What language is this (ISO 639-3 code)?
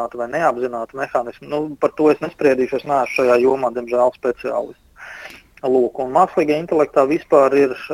lav